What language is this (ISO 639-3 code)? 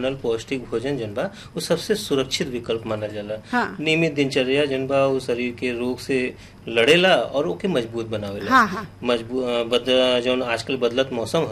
bho